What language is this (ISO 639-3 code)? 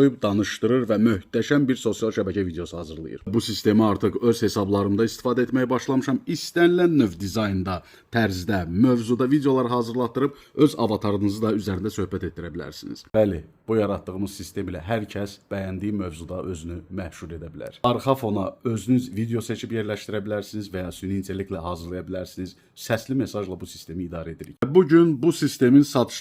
aze